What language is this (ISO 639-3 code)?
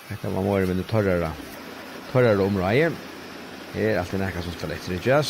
fao